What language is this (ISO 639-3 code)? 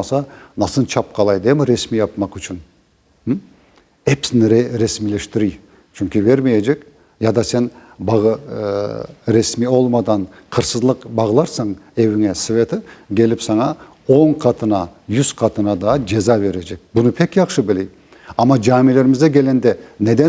crh